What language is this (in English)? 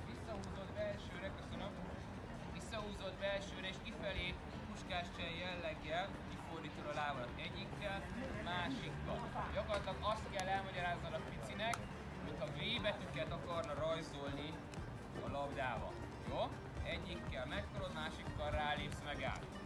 Hungarian